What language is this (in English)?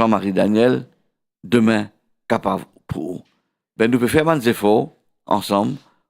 Morisyen